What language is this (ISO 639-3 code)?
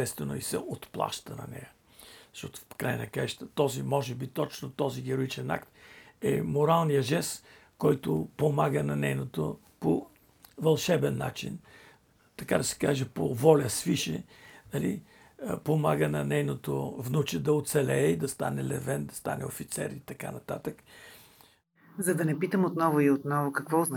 bul